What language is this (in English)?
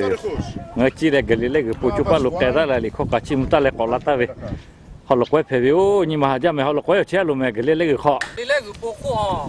Lahu